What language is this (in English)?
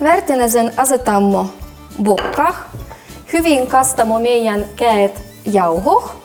Livvi